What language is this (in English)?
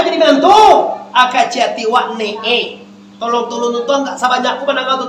Minangkabau